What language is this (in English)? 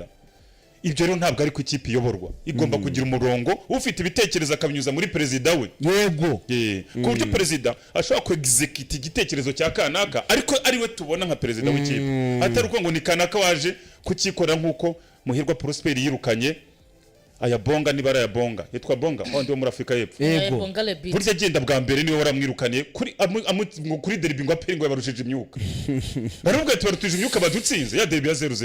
Kinyarwanda